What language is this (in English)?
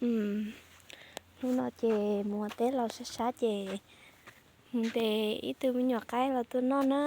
Hmong